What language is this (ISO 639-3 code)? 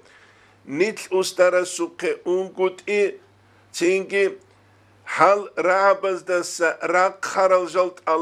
ava